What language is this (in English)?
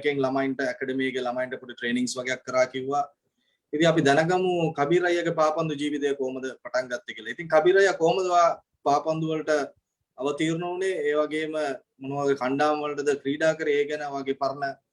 Sinhala